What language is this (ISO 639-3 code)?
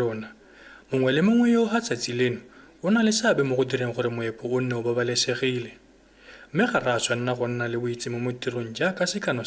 tsn